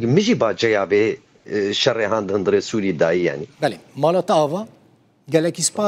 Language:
Kurdish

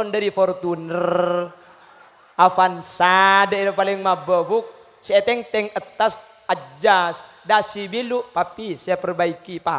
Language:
Madurese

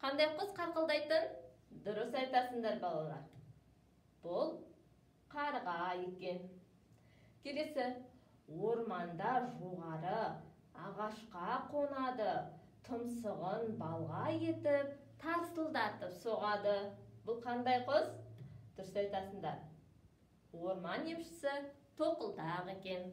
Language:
Kazakh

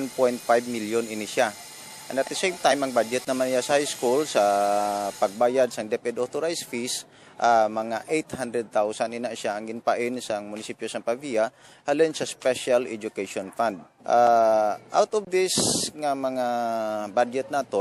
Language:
Hiligaynon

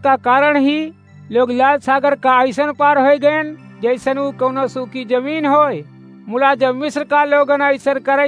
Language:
Awadhi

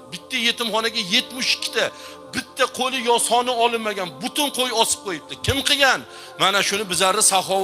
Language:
Uzbek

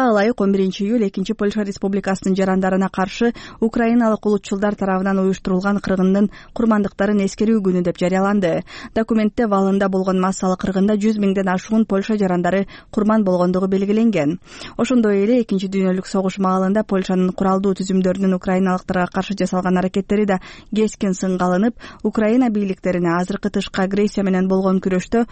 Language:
Kyrgyz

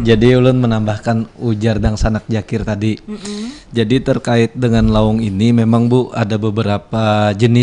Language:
Banjar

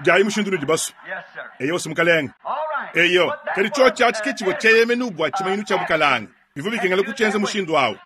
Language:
Luba-Lulua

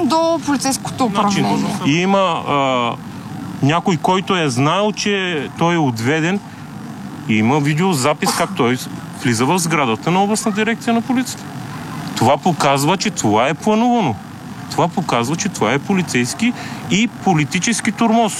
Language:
Bulgarian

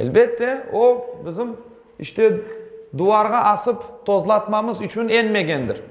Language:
Crimean Tatar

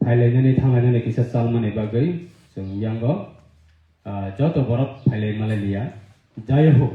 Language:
Kok Borok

